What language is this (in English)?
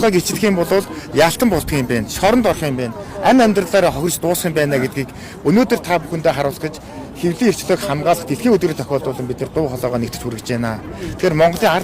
Mongolian